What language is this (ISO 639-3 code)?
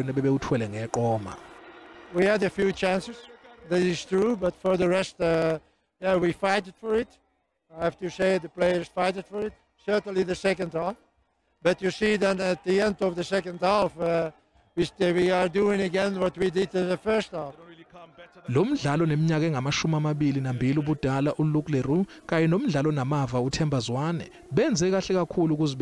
zul